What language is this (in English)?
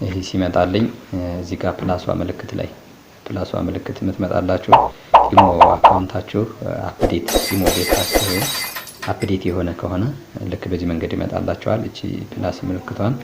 Amharic